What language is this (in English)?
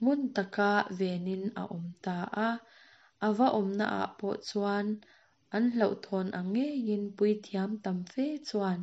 Mizo